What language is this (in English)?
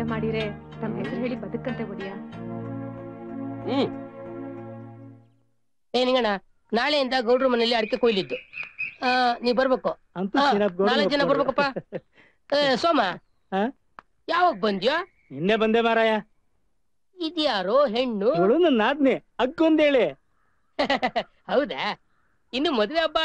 Kannada